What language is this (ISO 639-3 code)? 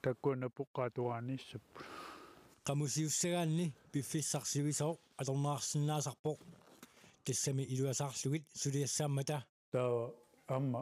kal